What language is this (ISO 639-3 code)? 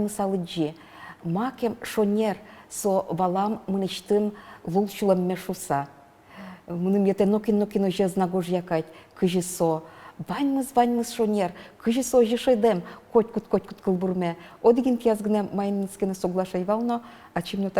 udm